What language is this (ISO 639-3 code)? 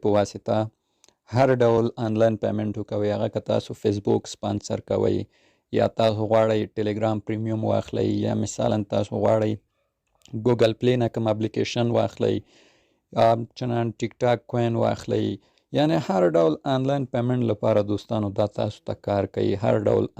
pus